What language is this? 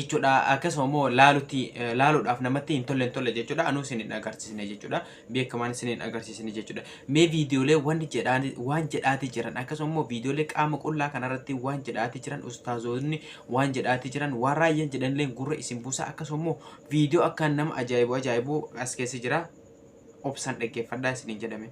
Oromo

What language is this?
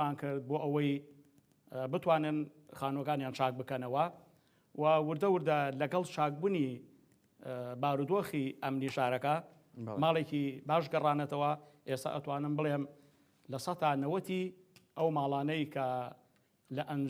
Central Kurdish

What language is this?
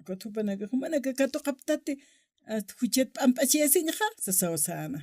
Aymara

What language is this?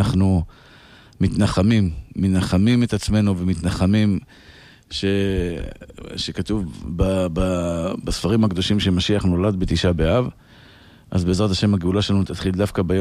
Hebrew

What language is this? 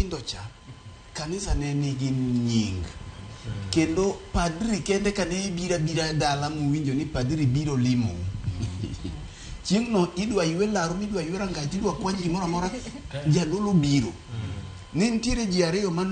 Luo (Kenya and Tanzania)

